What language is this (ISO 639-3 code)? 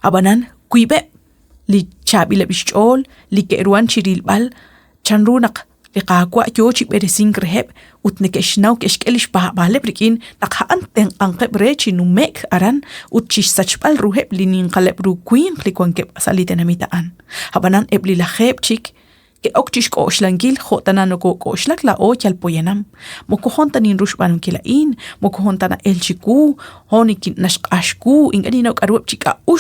kek